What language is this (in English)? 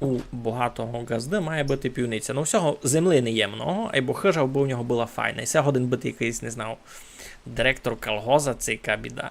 Rusyn